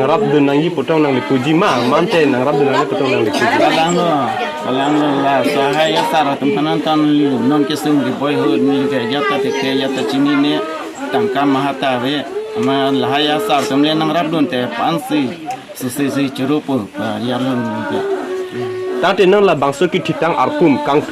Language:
Karbi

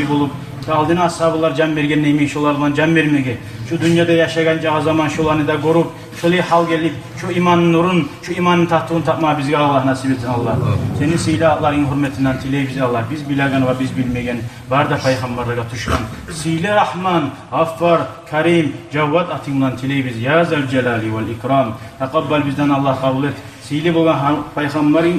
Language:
Kumyk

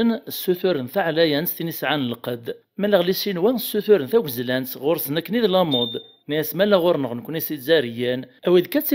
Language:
Kabyle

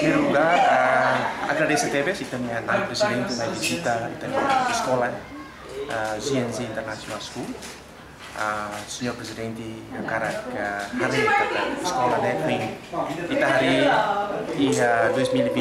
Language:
Tetum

